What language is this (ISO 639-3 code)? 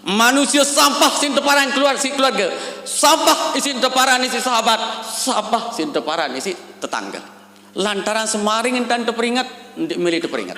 sas